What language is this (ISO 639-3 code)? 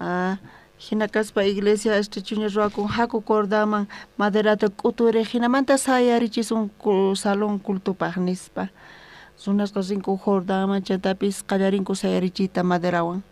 quh